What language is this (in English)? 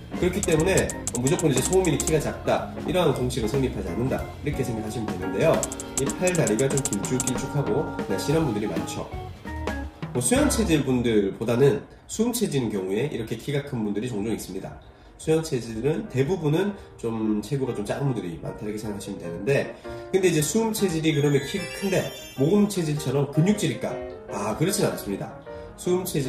Korean